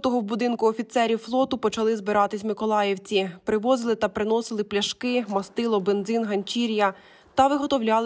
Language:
Ukrainian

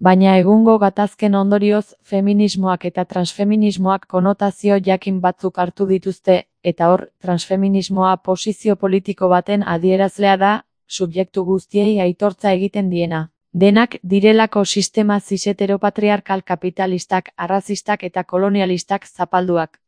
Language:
Basque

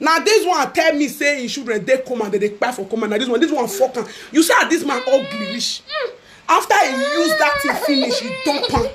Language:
Nigerian Pidgin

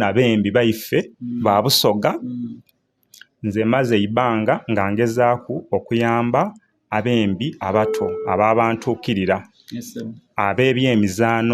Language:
Soga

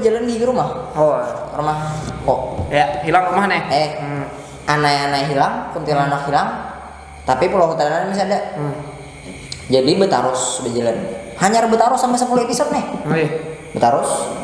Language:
Banjar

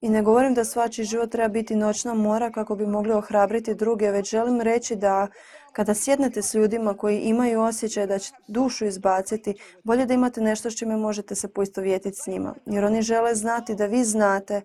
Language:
Croatian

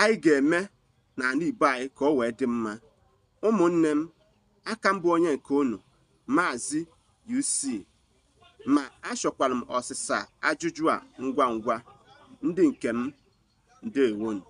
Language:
Igbo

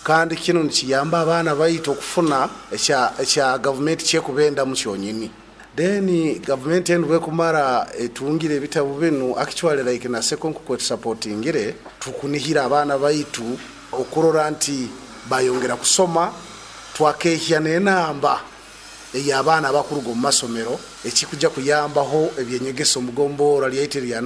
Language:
Nyoro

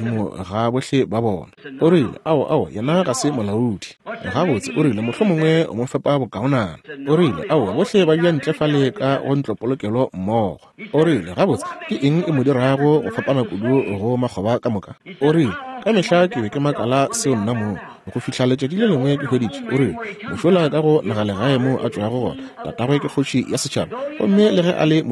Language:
Northern Sotho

